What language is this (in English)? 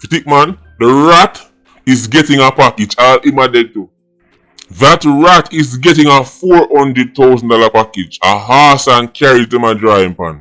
Jamaican Creole English